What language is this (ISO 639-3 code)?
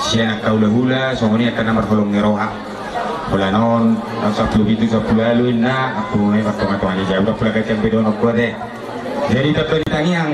bbc